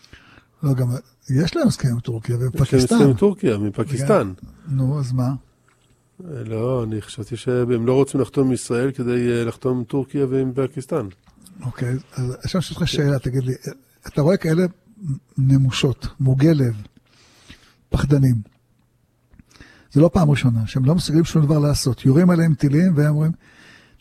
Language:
Hebrew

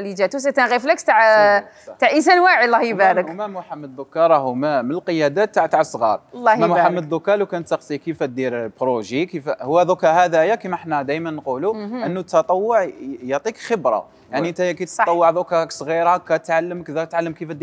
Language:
Algerian Arabic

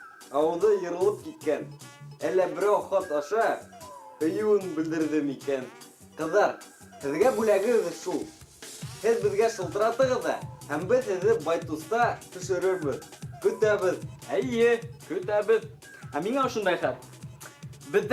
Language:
Bashkir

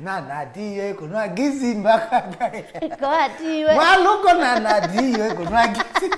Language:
Kamba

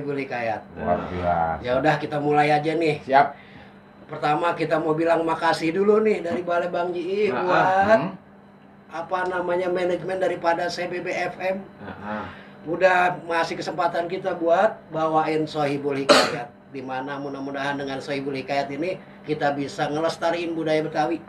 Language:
Betawi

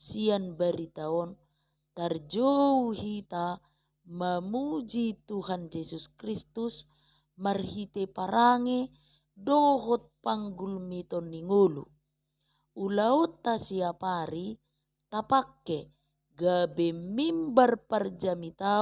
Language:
Batak Toba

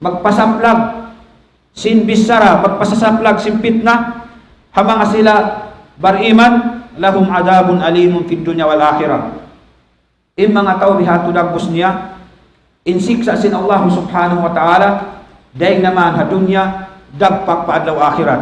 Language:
Tausug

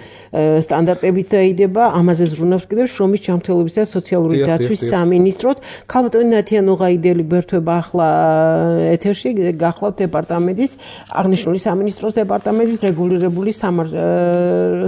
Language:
Georgian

